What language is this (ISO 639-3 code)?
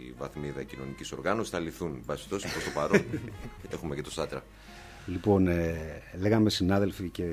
ell